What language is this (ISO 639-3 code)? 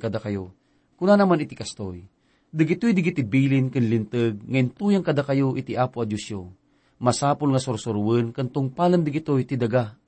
ilo